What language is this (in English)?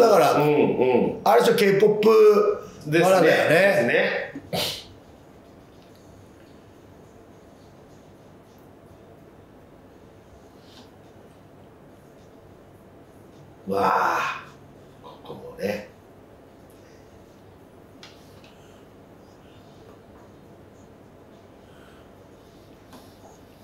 Japanese